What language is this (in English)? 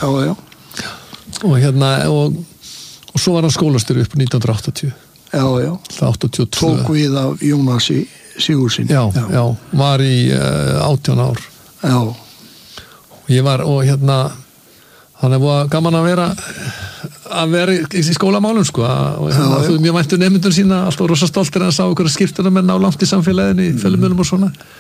Icelandic